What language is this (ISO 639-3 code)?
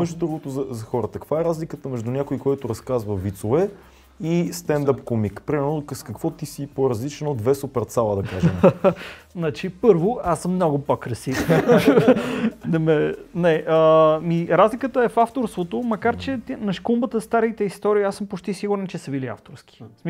bul